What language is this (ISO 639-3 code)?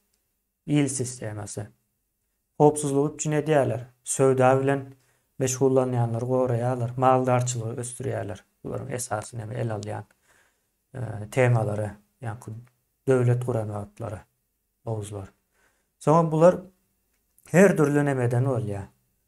tuk